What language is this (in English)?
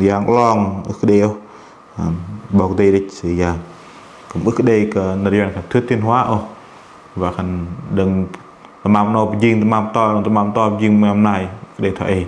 Bahnar